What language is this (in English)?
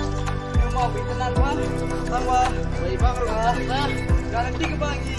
Khasi